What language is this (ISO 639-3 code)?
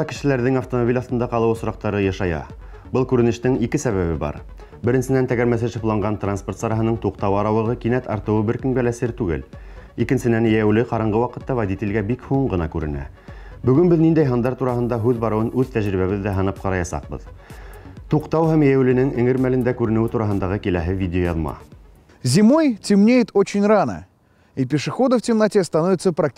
bak